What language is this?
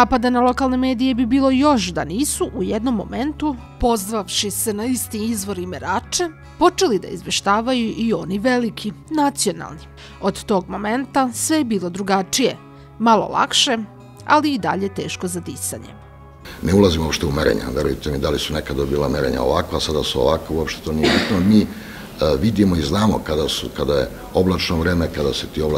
Serbian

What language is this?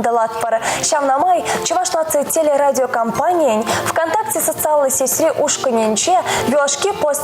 Chuvash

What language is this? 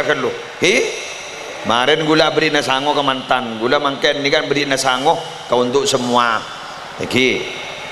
Madurese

